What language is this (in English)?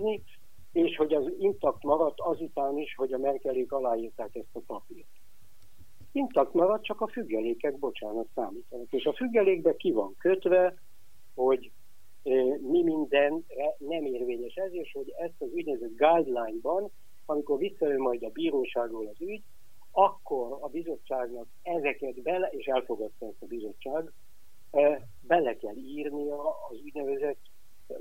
Hungarian